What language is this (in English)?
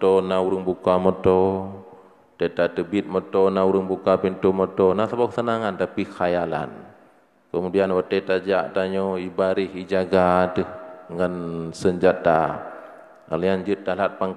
Achinese